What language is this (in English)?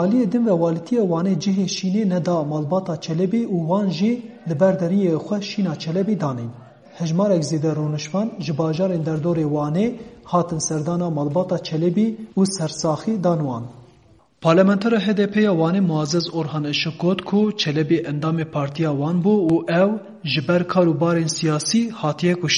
Kurdish